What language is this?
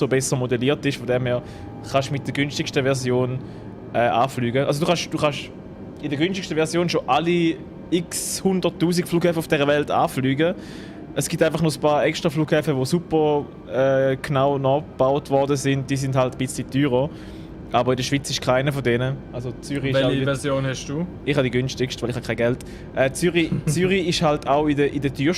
Swiss German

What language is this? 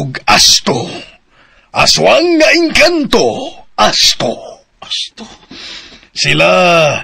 Cebuano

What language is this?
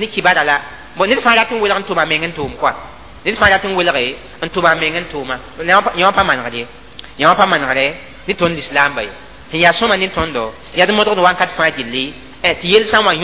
Mossi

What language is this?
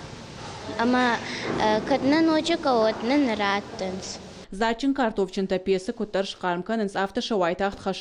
Ossetic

